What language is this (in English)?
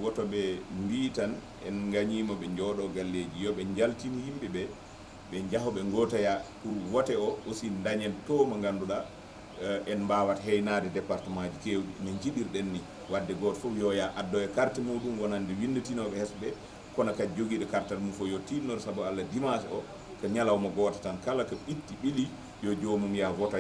Fula